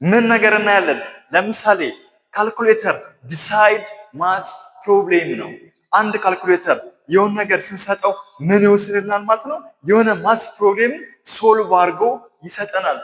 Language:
Amharic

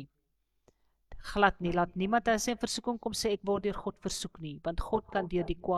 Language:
Afrikaans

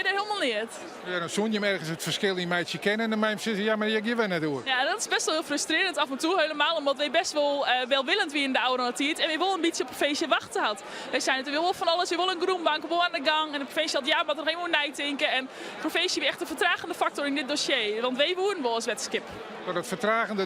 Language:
Western Frisian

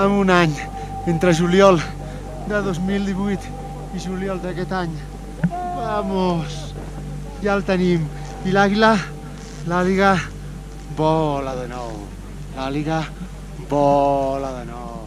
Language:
Catalan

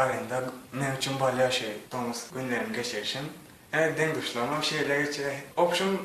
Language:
Turkmen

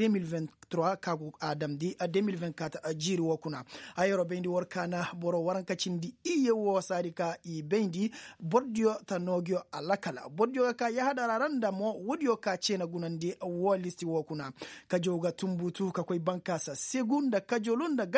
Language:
Koyraboro Senni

